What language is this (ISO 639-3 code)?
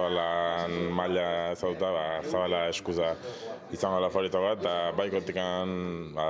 eus